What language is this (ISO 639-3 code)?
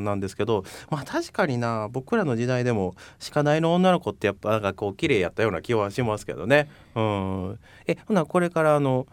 jpn